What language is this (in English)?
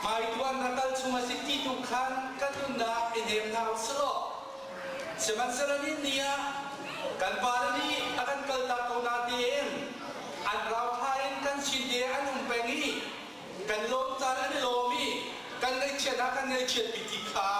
Hakha Chin